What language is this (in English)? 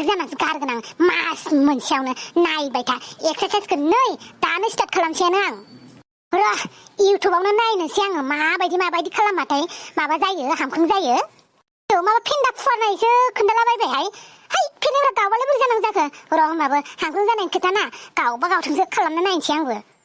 Bodo